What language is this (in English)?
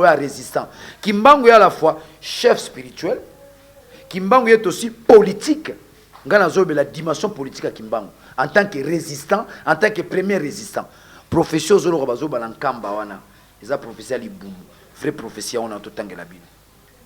Lingala